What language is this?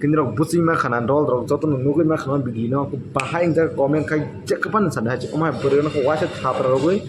Kok Borok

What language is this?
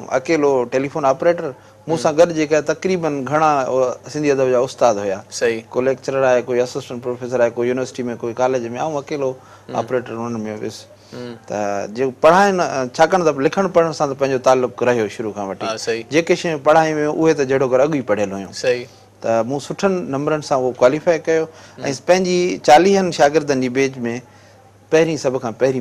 Sindhi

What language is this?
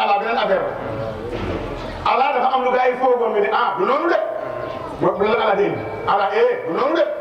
Wolof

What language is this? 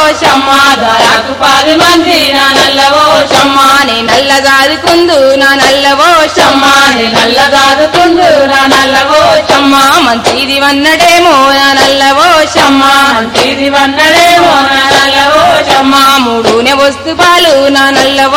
Telugu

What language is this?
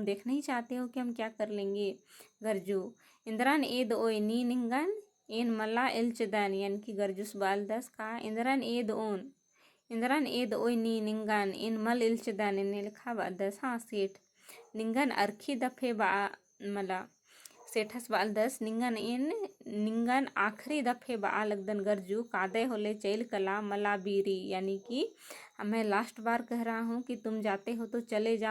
Kurukh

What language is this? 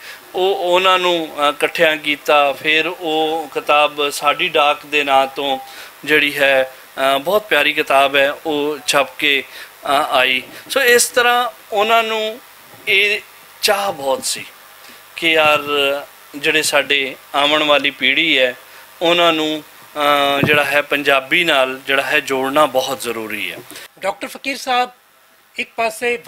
Western Panjabi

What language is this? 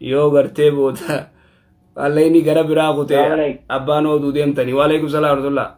Oromo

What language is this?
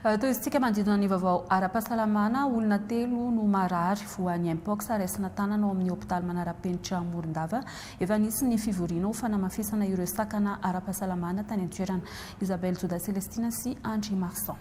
Malagasy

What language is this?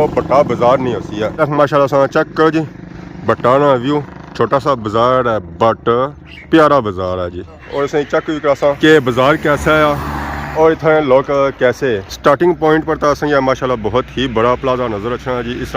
Pahari-Potwari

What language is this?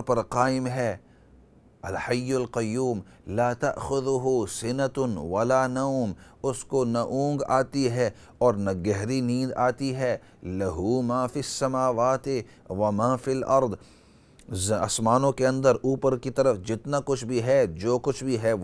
Urdu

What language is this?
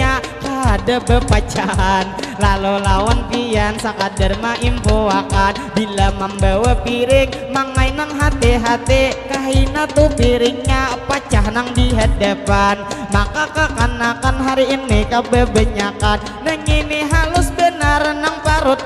Banjar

